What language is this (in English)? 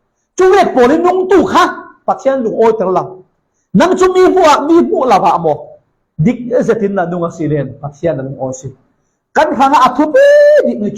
Falam Chin